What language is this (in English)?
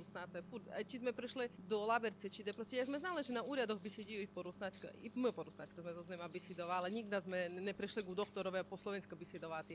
Rusyn